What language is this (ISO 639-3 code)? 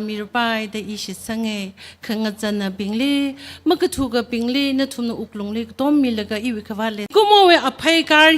nmf